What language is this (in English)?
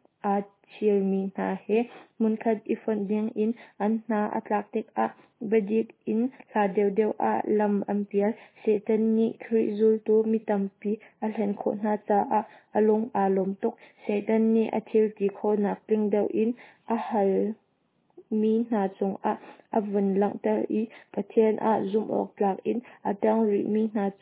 Hakha Chin